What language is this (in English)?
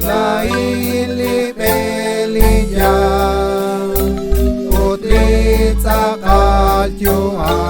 Kekchí